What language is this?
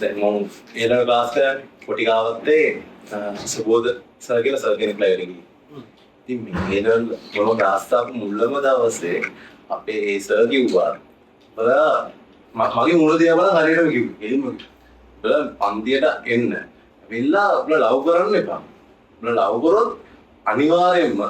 Sinhala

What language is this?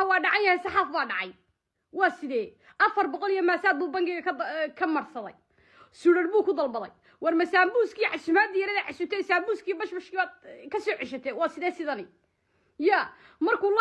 Somali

